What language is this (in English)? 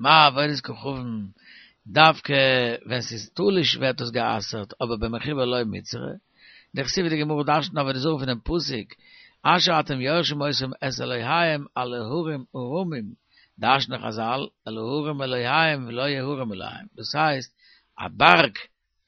Yiddish